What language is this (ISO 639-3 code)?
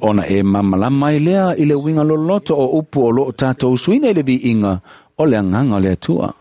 smo